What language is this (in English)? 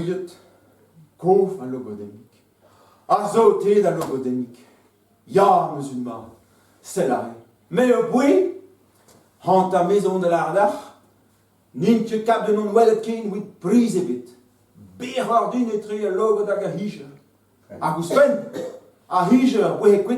Breton